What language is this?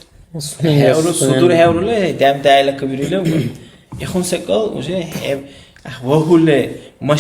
Dargwa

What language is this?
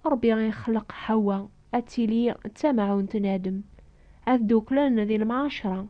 Kabyle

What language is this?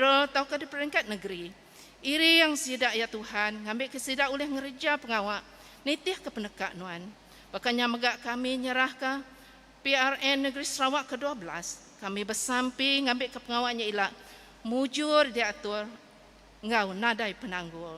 Iban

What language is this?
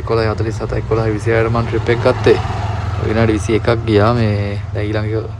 Sinhala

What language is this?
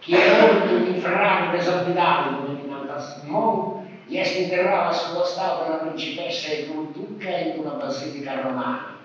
Sardinian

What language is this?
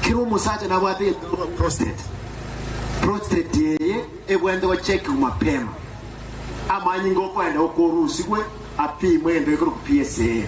Gusii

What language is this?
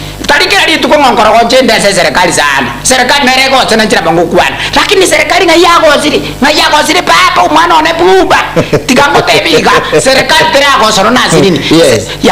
Gusii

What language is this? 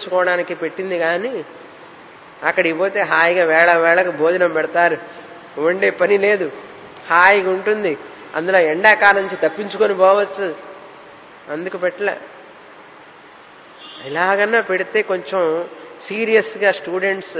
Telugu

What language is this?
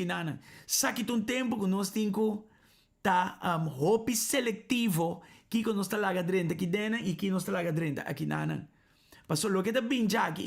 Papiamento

